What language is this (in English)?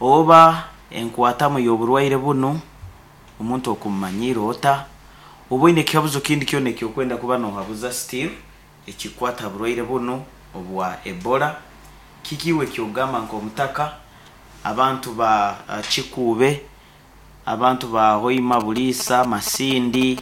Nyoro